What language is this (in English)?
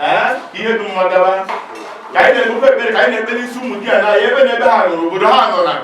Igbo